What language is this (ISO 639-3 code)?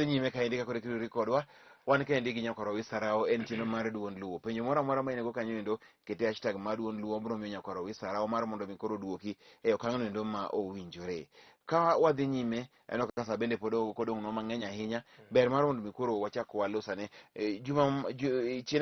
luo